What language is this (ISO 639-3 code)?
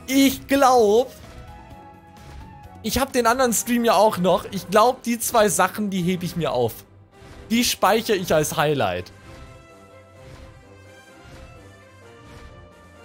deu